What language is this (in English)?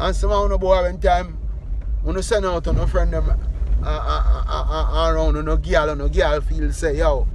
Jamaican Creole English